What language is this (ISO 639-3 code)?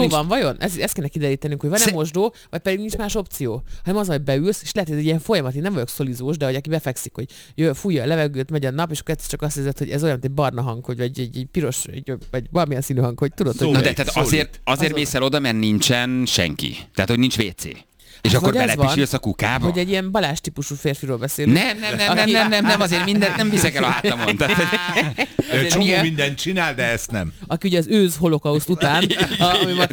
hun